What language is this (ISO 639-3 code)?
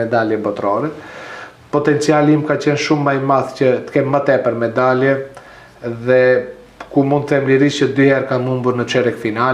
sqi